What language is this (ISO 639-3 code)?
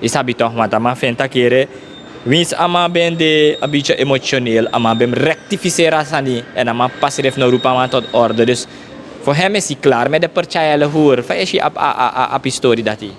srn